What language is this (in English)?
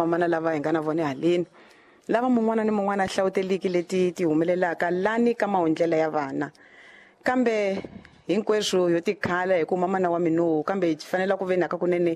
Tsonga